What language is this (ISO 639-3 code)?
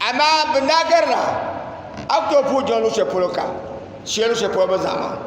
dag